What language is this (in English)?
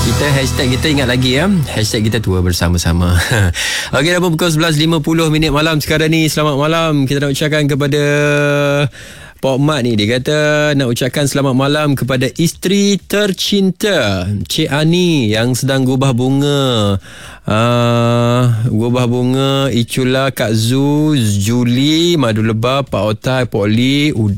Malay